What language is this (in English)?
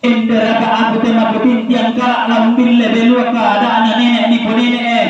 Toraja-Sa'dan